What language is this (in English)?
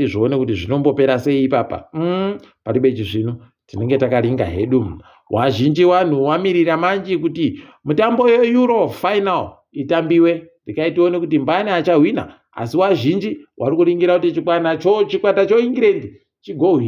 Ndau